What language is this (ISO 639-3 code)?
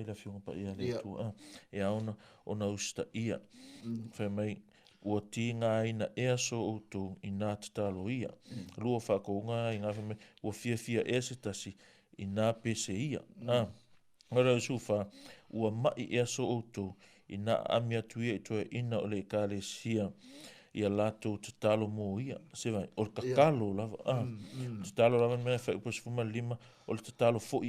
smo